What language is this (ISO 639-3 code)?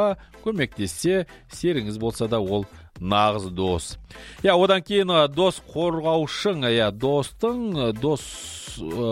kaz